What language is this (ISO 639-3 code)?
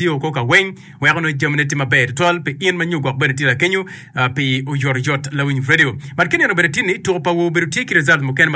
ach